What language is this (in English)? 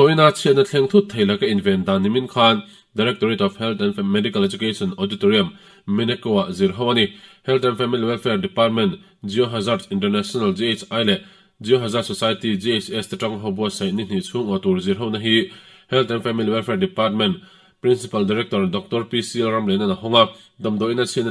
Mizo